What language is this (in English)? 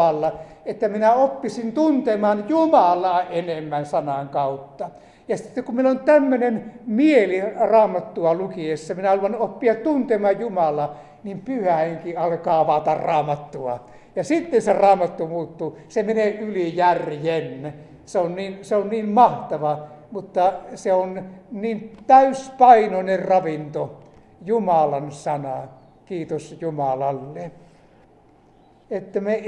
Finnish